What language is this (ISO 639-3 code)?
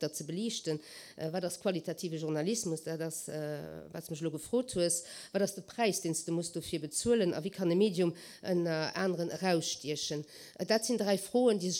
ltz